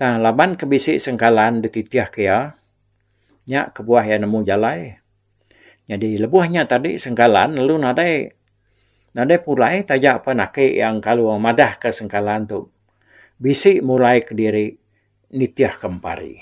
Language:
Iban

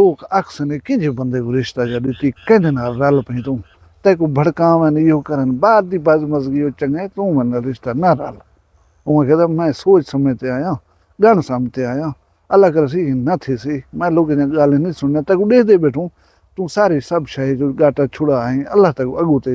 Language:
Saraiki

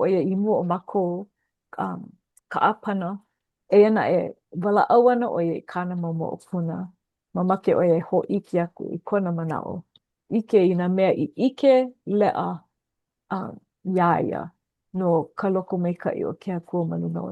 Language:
Hawaiian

